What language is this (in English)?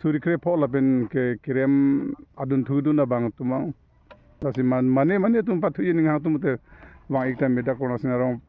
Karbi